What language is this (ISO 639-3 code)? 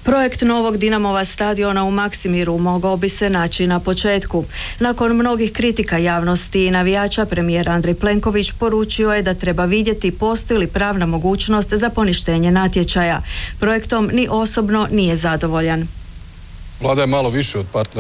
hrv